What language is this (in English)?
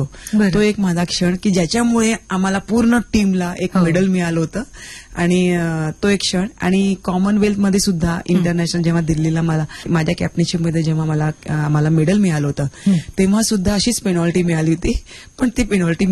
Marathi